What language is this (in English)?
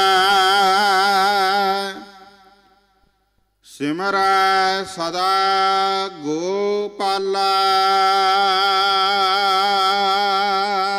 Punjabi